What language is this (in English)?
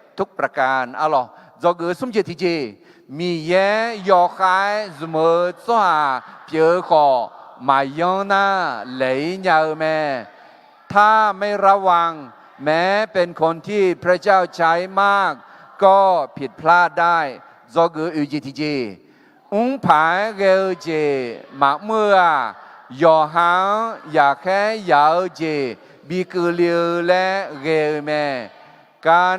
Akha